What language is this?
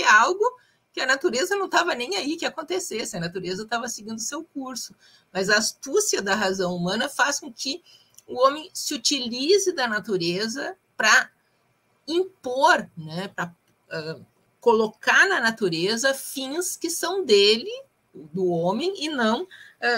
Portuguese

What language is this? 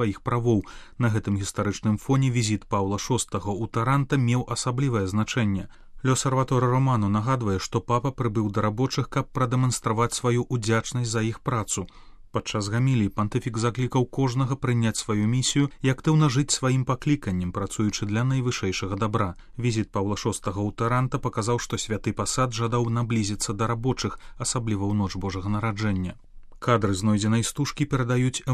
Belarusian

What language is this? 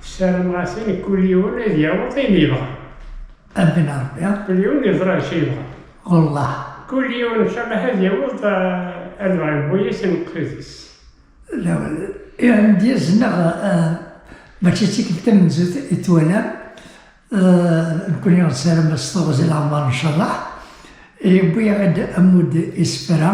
Kabyle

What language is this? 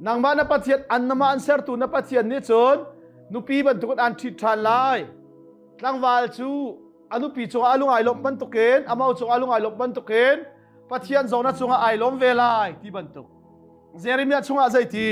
Hakha Chin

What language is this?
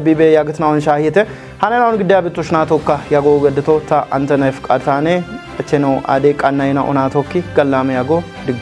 Kafa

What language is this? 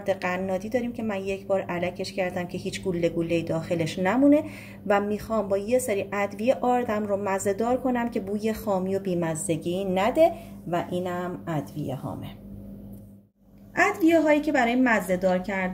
Persian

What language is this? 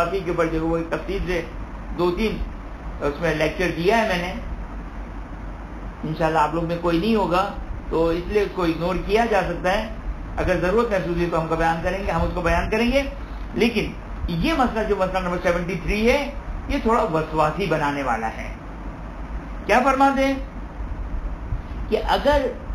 Urdu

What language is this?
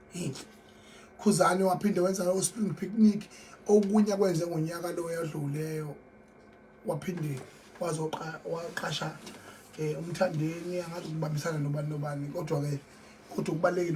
Zulu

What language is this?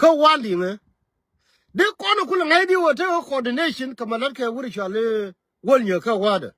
Nuer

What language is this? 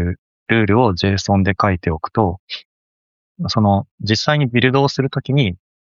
Japanese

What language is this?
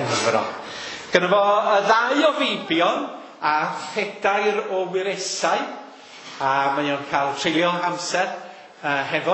Welsh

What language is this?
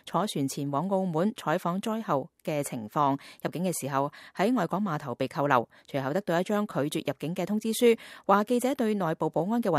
Cantonese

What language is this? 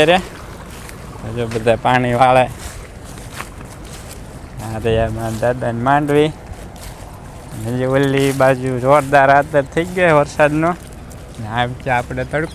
Gujarati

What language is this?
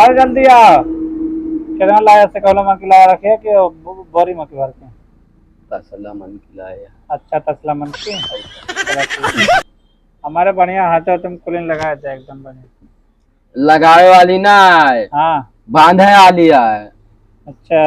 Awadhi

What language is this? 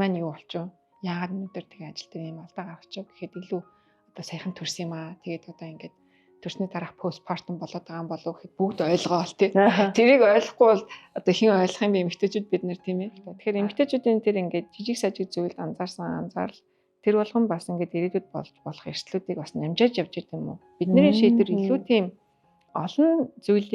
Mongolian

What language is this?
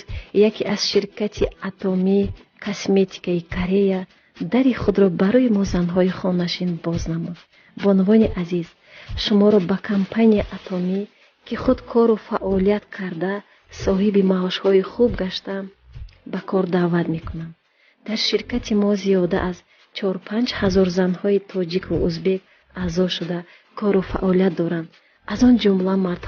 Tajik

